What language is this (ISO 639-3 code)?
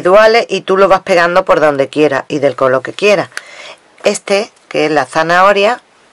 spa